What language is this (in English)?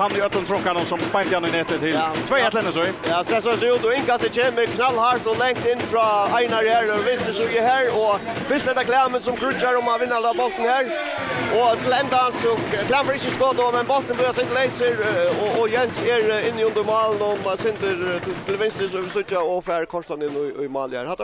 Faroese